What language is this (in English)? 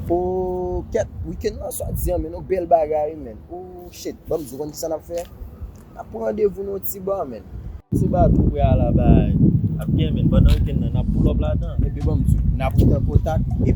Haitian Creole